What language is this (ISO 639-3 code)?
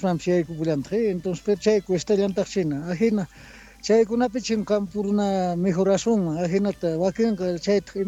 que